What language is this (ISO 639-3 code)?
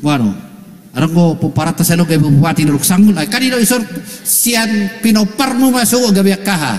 bbc